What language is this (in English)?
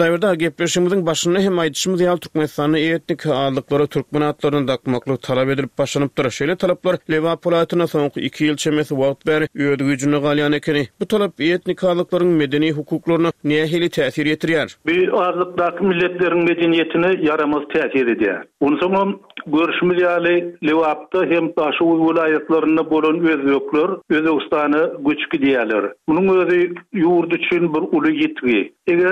Turkmen